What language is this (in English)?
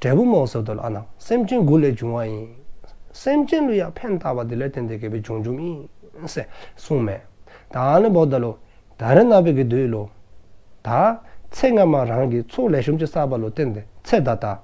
Dzongkha